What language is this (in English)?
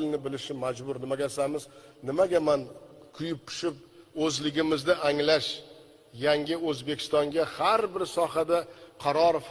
Uzbek